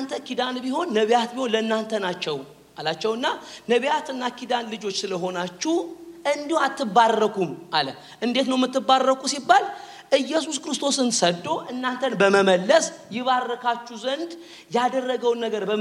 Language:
Amharic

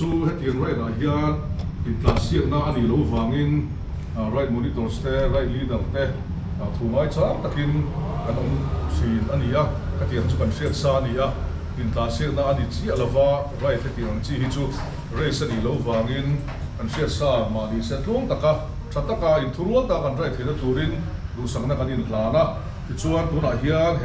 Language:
Mizo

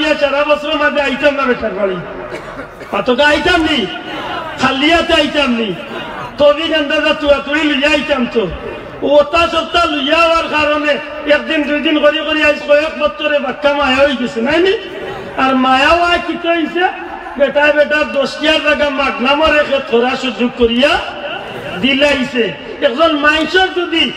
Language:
Sylheti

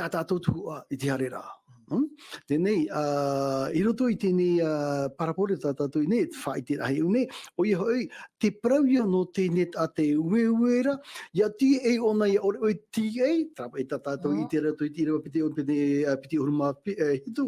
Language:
Tahitian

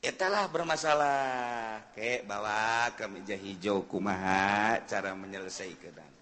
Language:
Sundanese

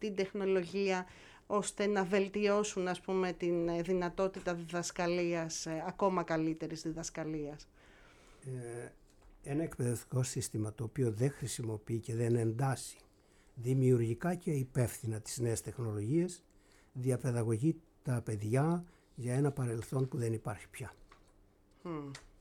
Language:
Greek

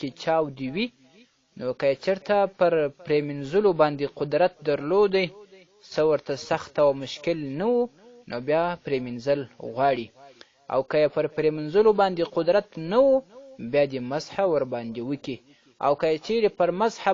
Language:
Pashto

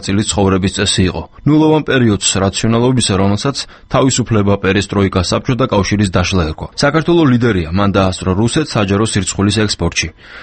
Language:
Georgian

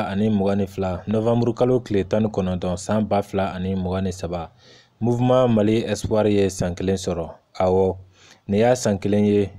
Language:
Bambara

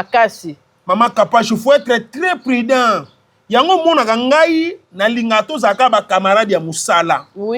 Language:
Lingala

